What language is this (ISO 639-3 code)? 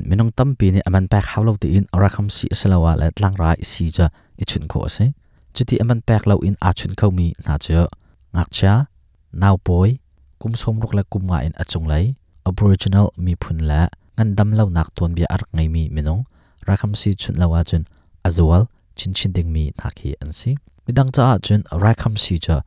cnh